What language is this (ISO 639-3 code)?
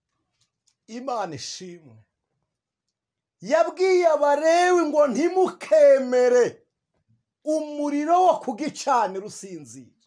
kin